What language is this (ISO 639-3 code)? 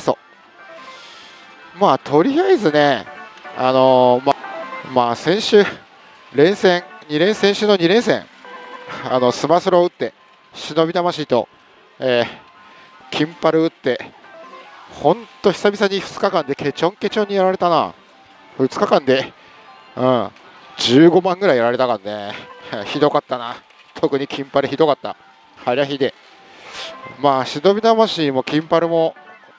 jpn